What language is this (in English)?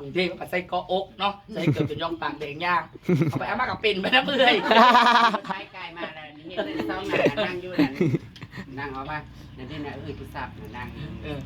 Northeastern Thai